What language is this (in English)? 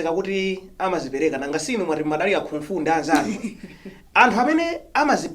Nyanja